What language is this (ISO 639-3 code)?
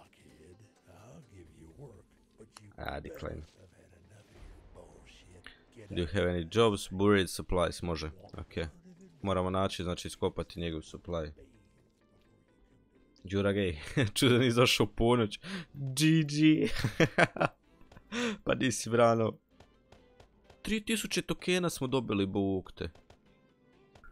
hrv